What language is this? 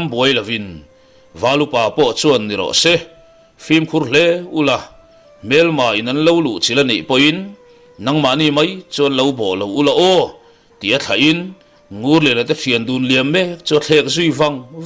Mizo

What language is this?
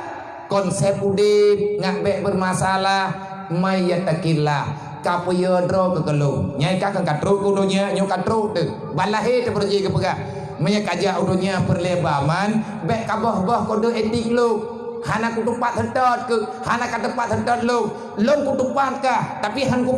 Achinese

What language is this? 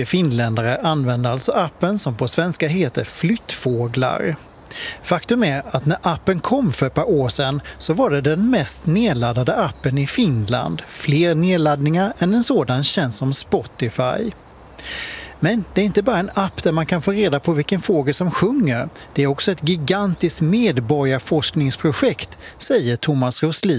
Swedish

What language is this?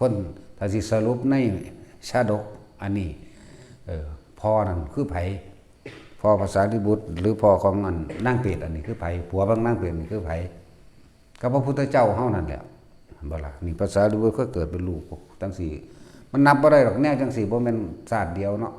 Northeastern Thai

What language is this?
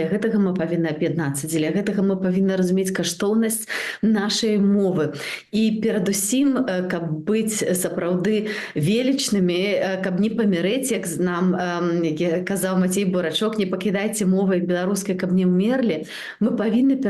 Belarusian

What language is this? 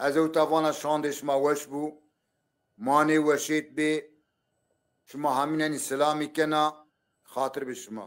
Zaza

